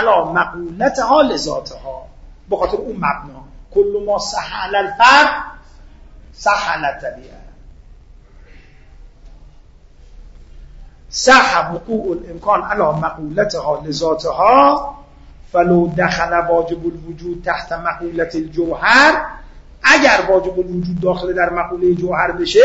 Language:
Persian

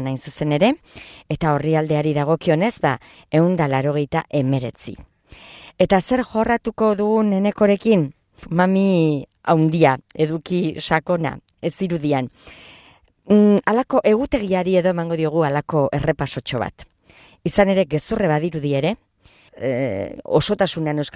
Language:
Basque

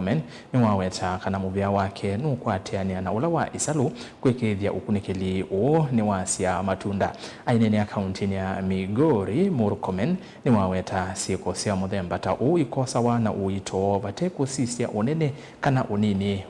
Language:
Kamba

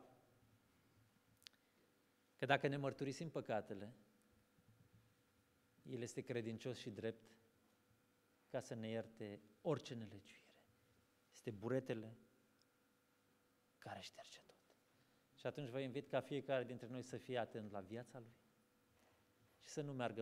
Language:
Romanian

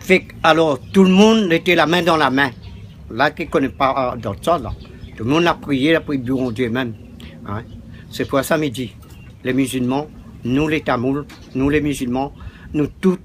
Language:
Réunion Creole French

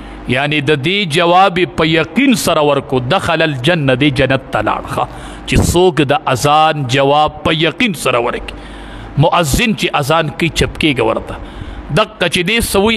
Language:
Pashto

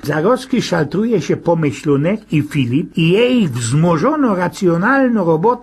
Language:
Silesian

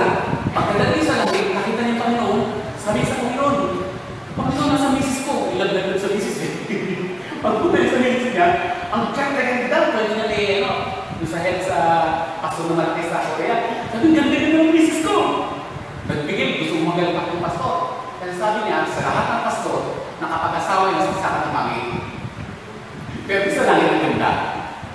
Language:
Filipino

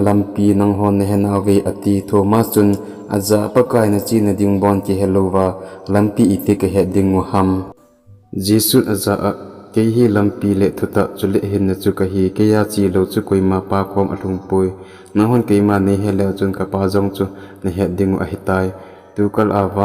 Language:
Thado Chin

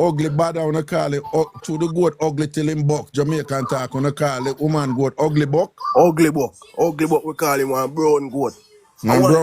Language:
Jamaican Creole English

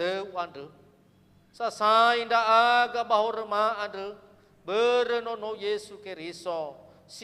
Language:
Nias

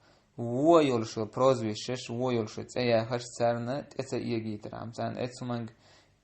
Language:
Chechen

